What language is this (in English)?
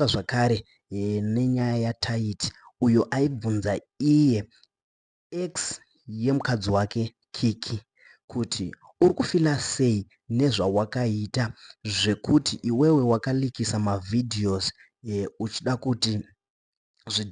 Shona